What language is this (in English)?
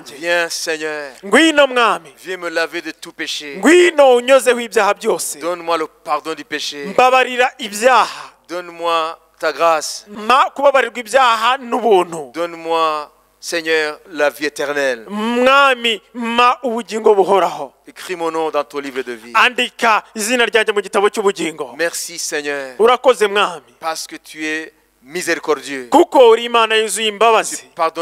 Kinyarwanda